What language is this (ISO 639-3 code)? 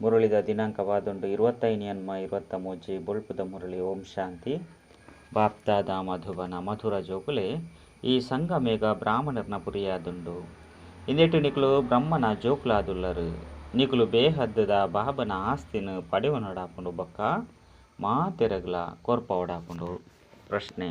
tcy